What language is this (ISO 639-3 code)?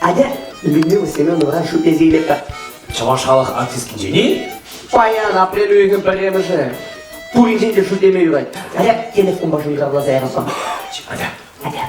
chv